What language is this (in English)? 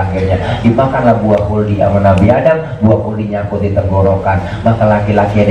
Betawi